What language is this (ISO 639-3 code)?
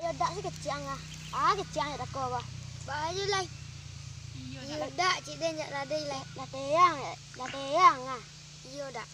min